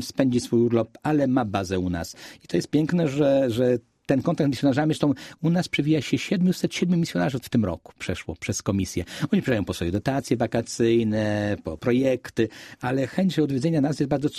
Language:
Polish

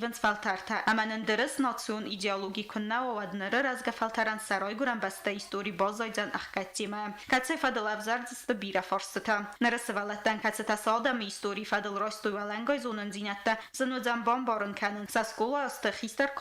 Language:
Ossetic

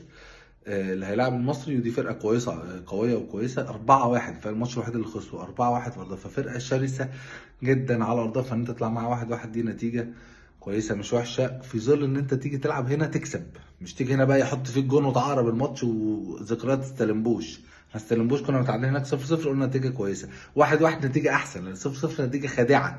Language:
Egyptian Arabic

